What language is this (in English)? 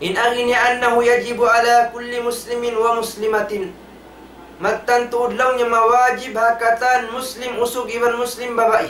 Tausug